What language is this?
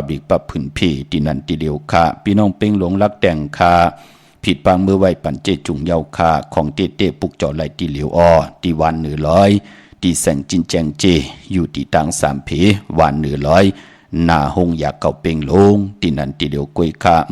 Shan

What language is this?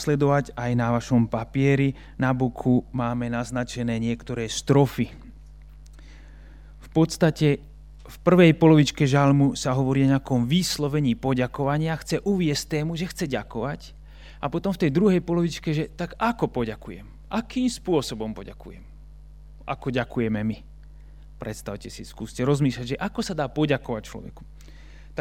Slovak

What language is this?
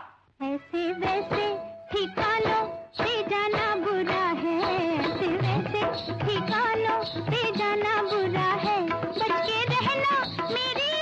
Hindi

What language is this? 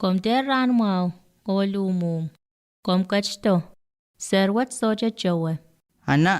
Pohnpeian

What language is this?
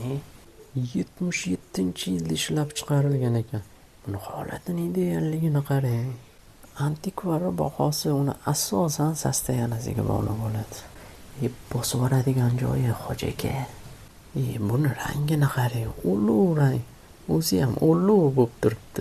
Uzbek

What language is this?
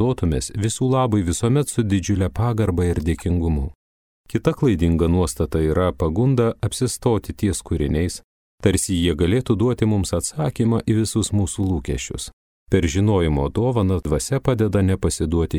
Lithuanian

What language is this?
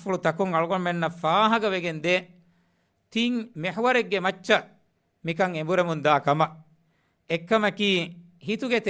Divehi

